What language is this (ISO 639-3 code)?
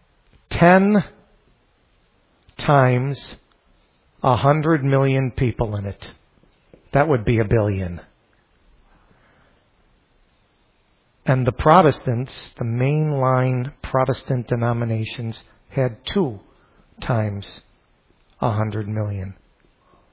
eng